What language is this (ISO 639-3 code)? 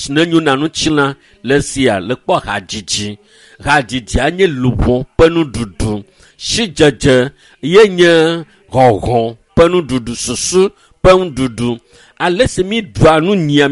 ewe